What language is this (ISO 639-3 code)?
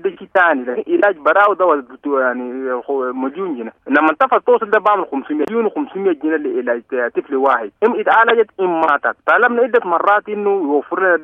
apd